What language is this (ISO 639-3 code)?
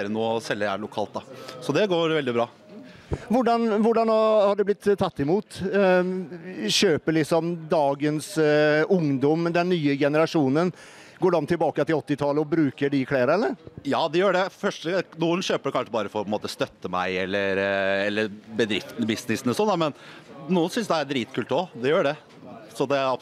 nor